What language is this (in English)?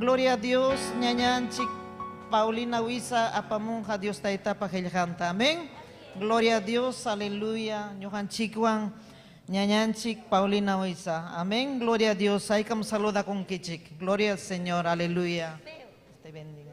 Ayacucho Quechua